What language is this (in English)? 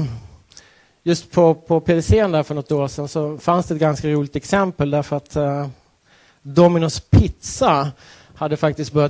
Swedish